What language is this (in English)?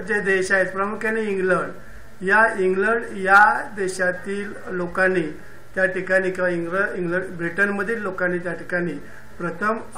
Marathi